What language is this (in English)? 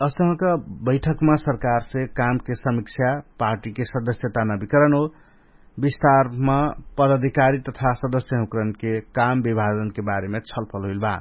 Dangaura Tharu